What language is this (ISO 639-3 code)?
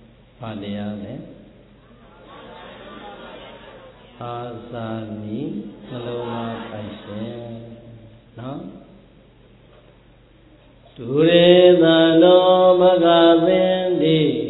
mya